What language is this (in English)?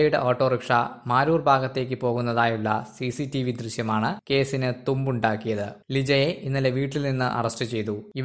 Malayalam